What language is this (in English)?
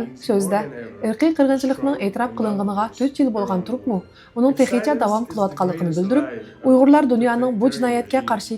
Uyghur